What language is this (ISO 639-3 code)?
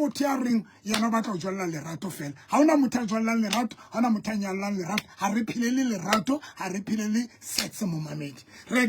sot